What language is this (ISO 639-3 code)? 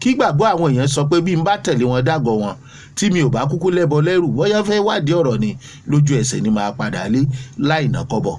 yor